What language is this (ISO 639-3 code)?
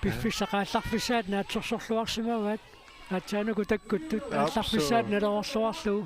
kal